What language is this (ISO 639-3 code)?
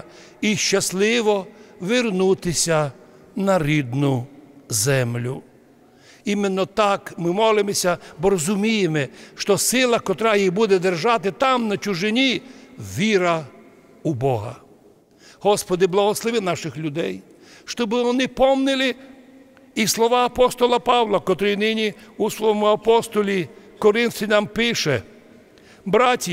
rue